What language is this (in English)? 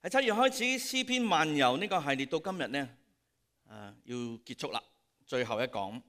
Cantonese